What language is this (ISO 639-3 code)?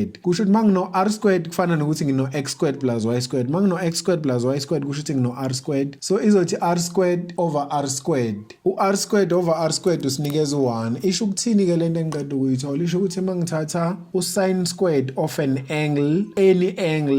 zul